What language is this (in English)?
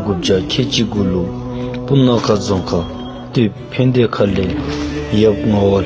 Dzongkha